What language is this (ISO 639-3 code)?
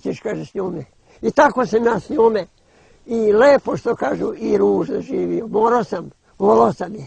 bos